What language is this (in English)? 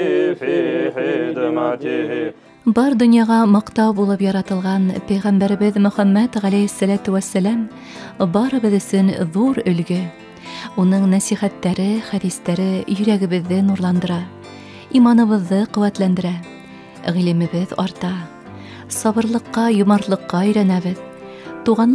Bashkir